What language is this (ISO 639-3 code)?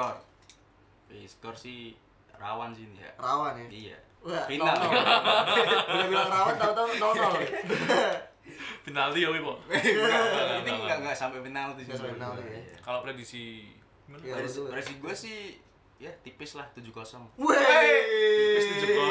ind